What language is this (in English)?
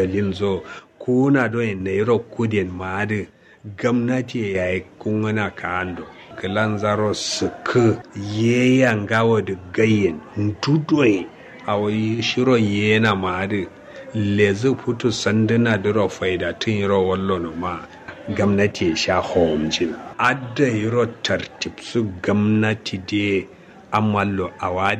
Kanuri